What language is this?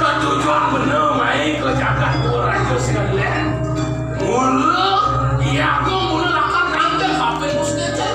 Balinese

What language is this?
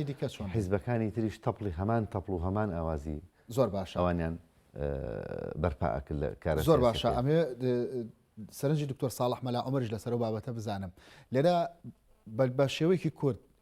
Central Kurdish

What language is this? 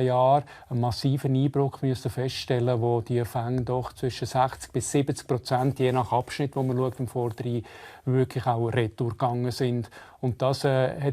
Romansh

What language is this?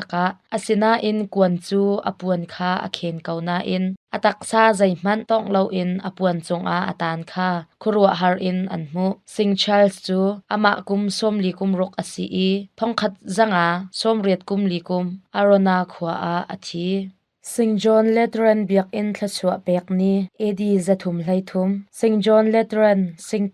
Hakha Chin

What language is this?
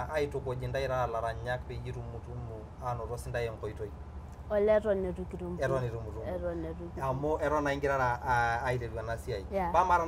Masai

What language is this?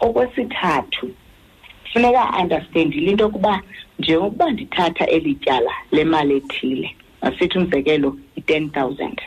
Xhosa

